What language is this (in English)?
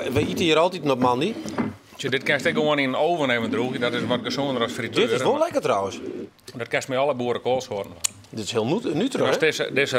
Western Frisian